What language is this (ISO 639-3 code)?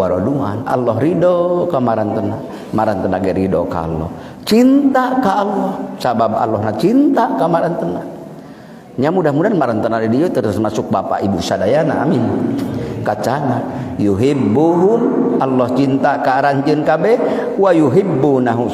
sun